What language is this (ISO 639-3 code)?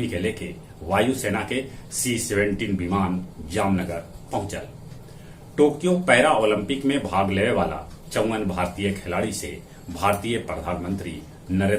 mag